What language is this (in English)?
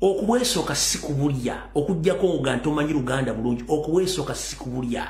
Ganda